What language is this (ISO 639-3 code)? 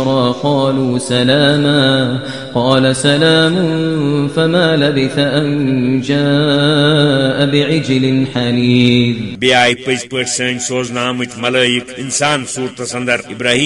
kas